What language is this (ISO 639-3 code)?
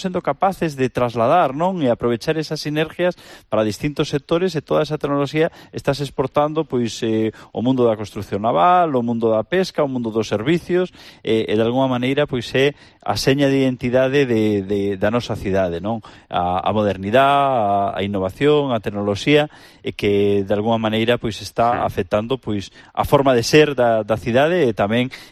glg